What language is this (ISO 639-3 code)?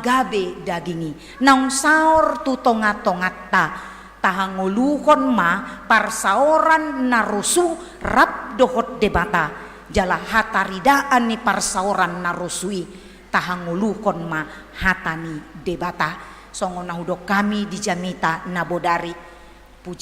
bbc